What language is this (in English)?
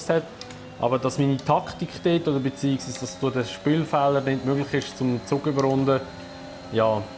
Swiss German